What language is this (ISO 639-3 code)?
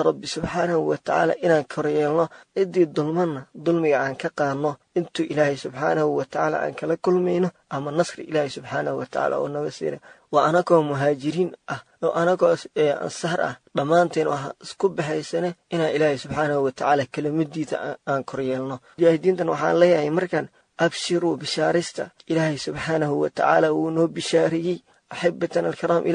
som